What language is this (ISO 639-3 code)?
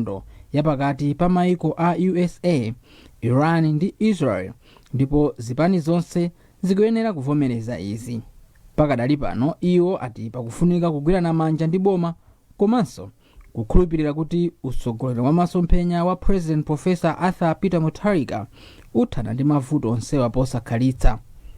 nya